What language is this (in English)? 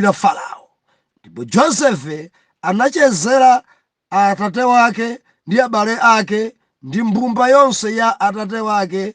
Nyanja